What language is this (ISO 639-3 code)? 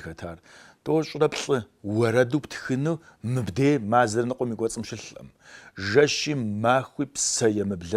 kbd